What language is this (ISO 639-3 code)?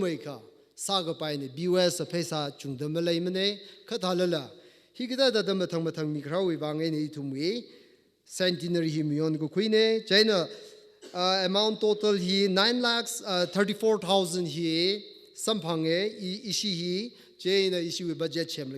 nmf